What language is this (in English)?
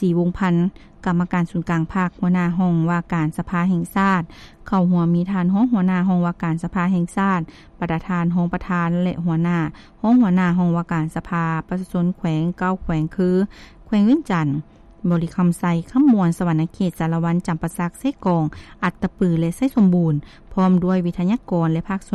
Lao